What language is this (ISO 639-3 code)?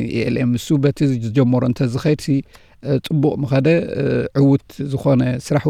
tir